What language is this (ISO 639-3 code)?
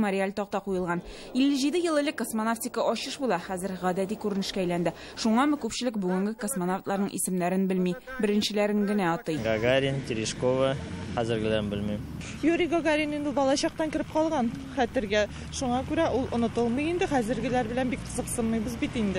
tat